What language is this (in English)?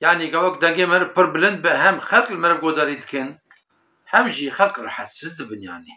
Kurdish